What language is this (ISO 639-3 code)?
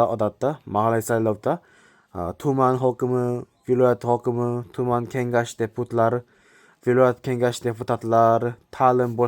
uzb